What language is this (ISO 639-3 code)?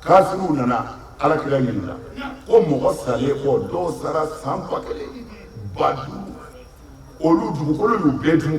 bam